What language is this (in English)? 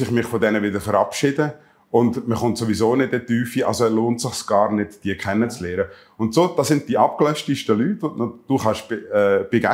Swiss German